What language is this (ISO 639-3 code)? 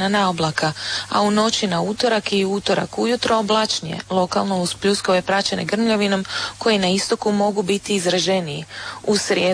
hrv